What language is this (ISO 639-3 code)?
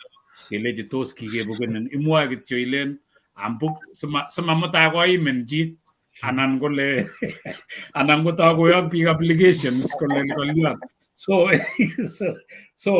kln